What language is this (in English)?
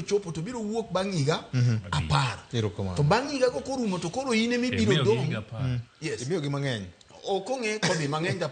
Luo (Kenya and Tanzania)